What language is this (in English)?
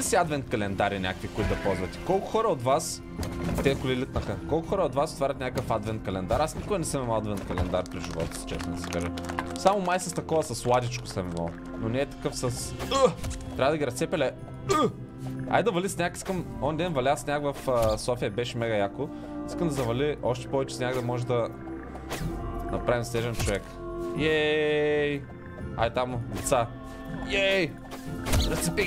Bulgarian